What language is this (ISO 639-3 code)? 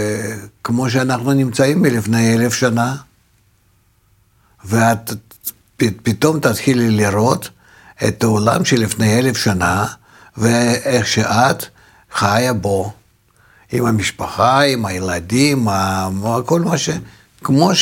heb